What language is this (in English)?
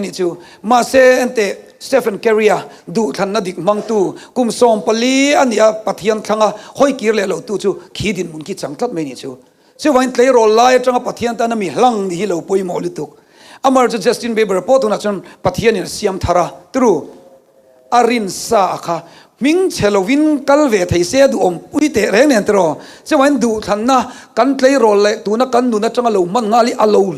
Mizo